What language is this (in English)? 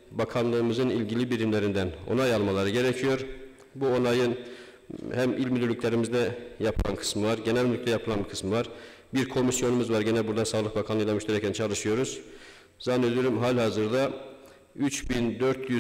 Turkish